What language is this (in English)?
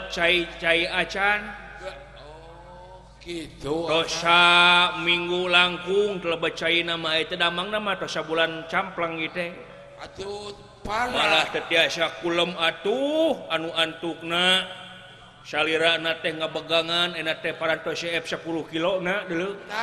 Sundanese